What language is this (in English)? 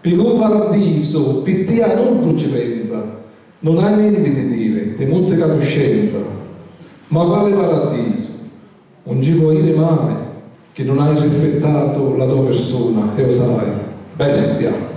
Sicilian